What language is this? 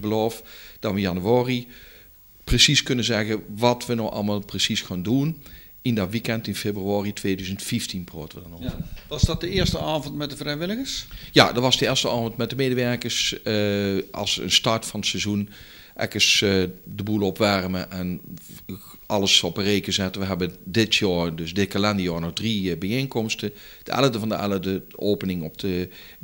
Dutch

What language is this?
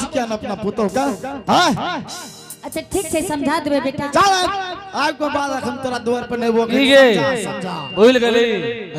Angika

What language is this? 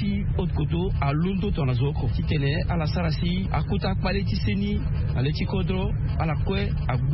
Sango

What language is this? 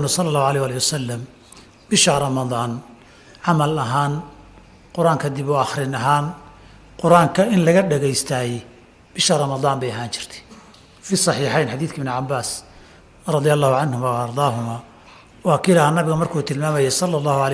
Somali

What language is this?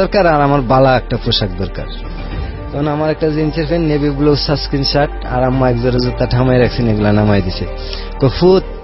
Bangla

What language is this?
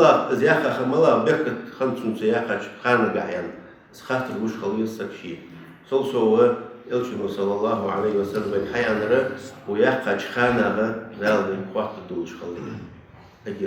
Ingush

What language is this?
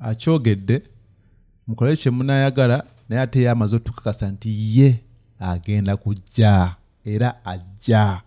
Ganda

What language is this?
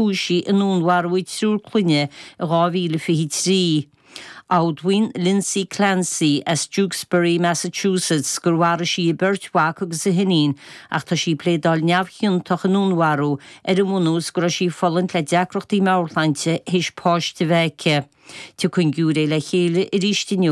Irish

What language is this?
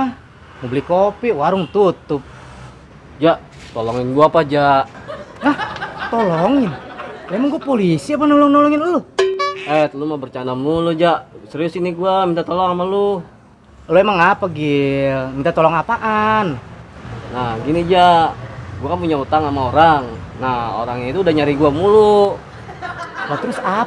Betawi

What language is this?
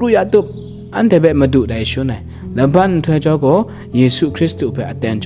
Kachin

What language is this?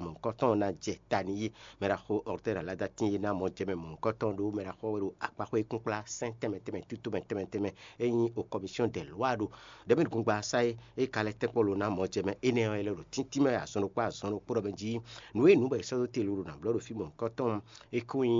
Fon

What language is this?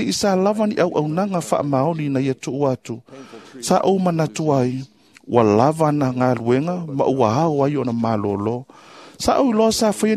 Samoan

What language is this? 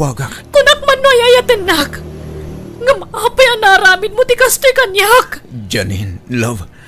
Iloko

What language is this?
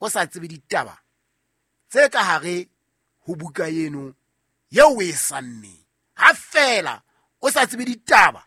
Southern Sotho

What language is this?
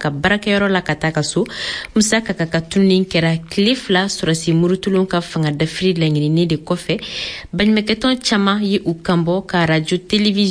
Bambara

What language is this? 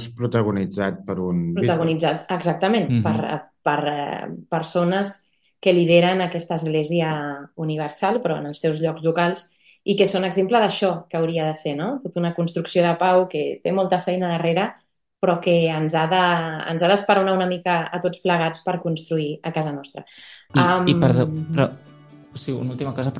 Catalan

